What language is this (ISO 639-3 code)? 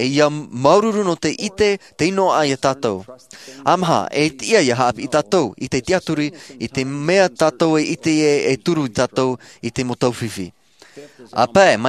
tah